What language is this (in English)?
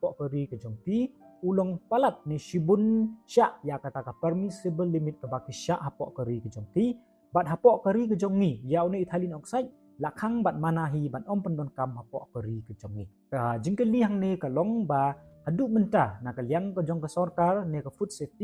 Khasi